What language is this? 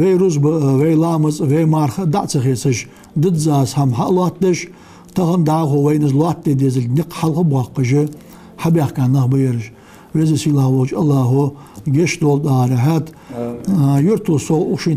Ingush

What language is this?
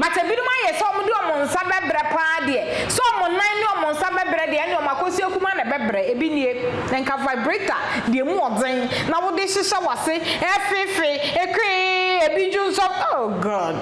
Akan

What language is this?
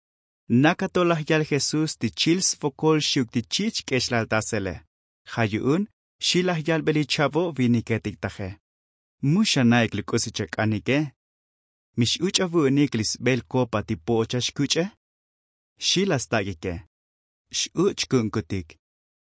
Tzotzil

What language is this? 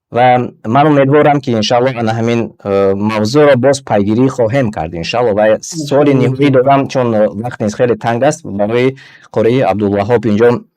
Tajik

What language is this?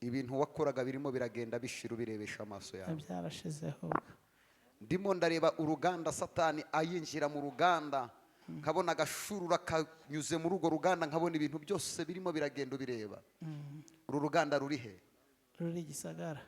Kinyarwanda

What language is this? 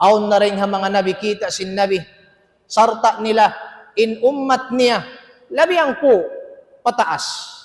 Tausug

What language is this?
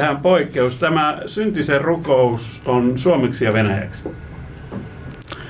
Finnish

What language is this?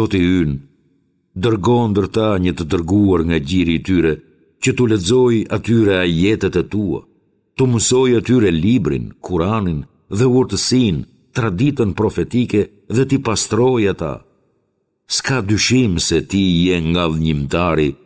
Albanian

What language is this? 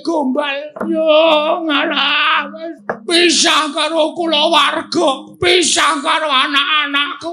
Javanese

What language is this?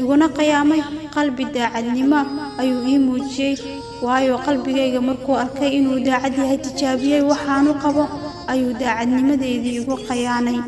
Somali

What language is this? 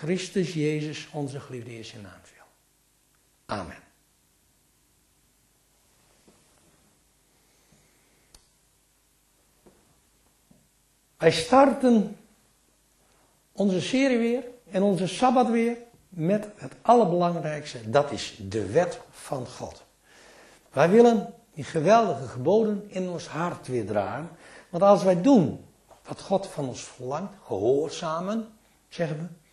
Dutch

